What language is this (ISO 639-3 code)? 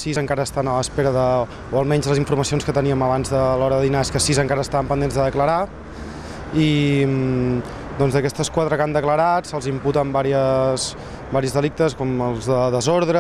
cat